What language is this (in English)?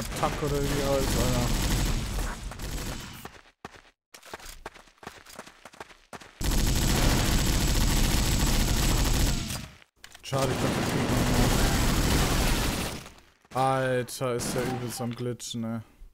German